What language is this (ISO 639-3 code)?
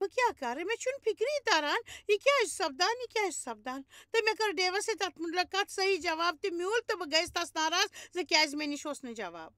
kas